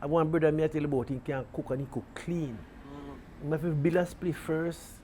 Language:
Jamaican Creole English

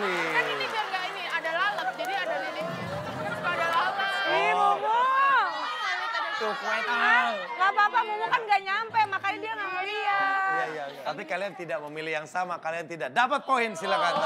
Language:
Indonesian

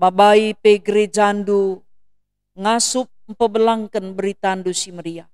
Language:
Batak Karo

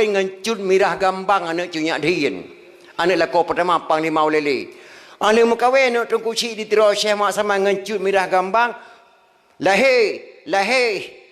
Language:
Achinese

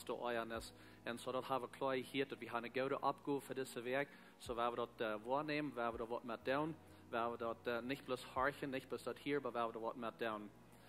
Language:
Plautdietsch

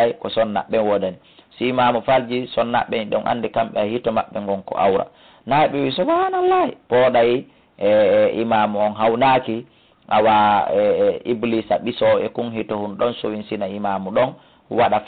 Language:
Fula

